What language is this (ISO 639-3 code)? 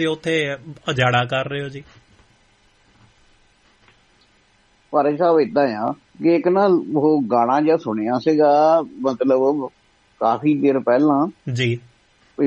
pan